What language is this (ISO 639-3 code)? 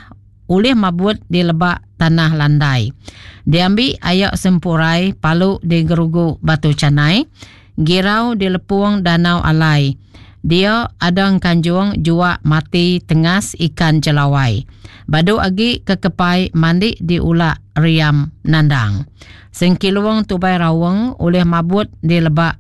iba